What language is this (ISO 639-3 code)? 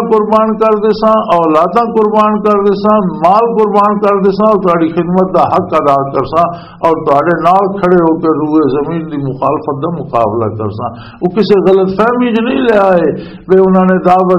lah